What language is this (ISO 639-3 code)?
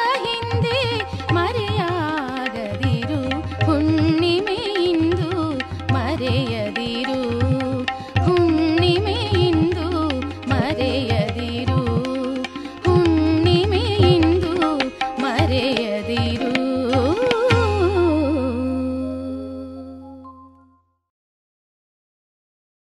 kan